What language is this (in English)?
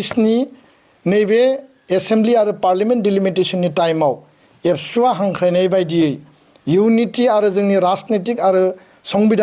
Bodo